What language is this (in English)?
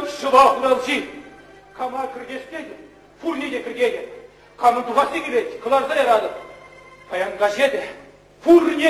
Chuvash